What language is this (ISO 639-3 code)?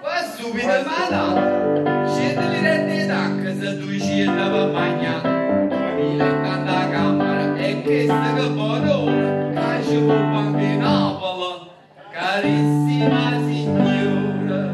nap